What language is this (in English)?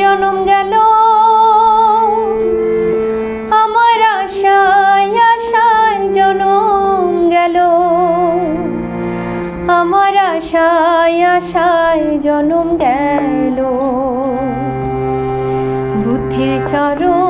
Bangla